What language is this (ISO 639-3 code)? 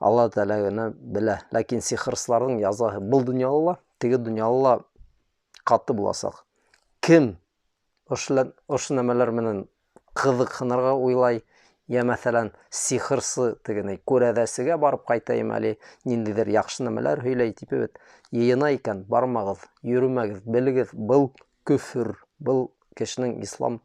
bak